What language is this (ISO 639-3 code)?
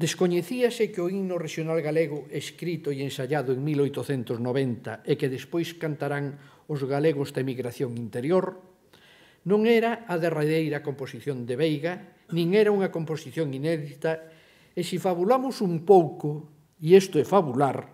glg